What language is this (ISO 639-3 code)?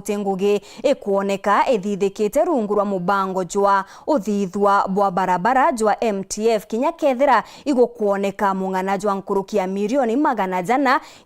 mer